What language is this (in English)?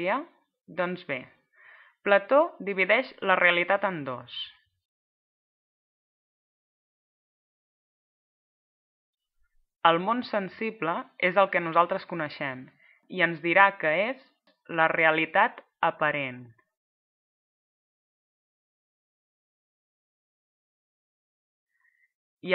Catalan